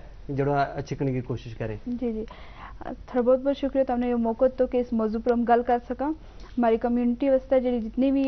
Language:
Gujari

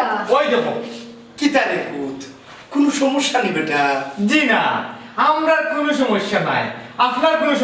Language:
Sylheti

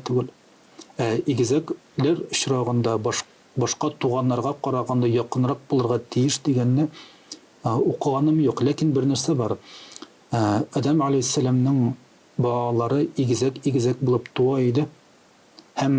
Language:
Tatar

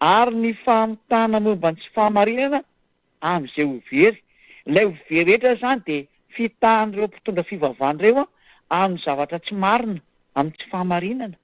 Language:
Malagasy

